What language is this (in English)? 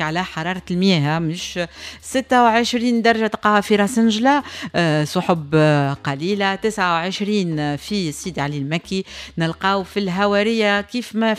Tunisian Arabic